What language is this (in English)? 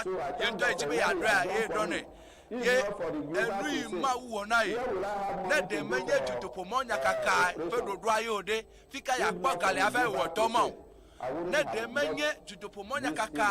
Ewe